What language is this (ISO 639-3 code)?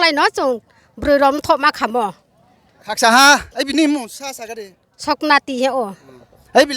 ria